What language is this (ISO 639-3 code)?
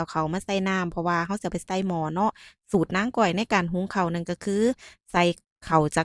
lao